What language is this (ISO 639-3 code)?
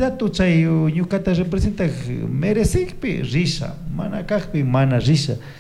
qug